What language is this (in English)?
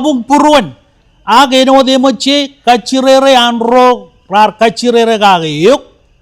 Marshallese